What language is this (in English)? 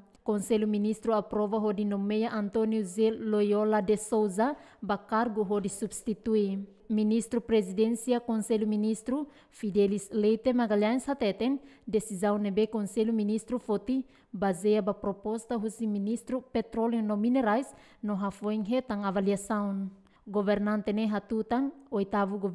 Tetum